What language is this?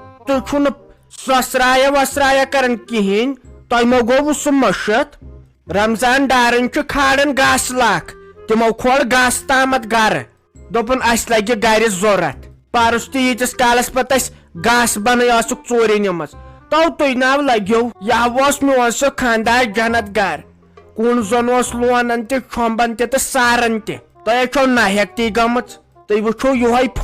Kashmiri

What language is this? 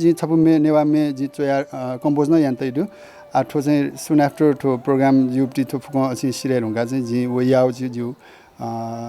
Newari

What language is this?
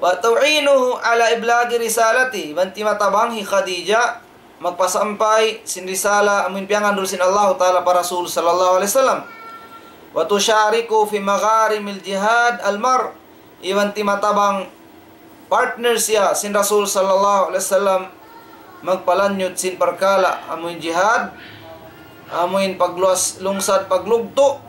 Tausug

